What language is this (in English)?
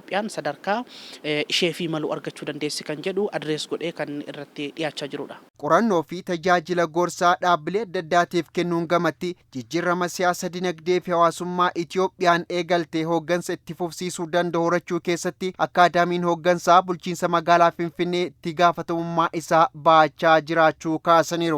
Oromo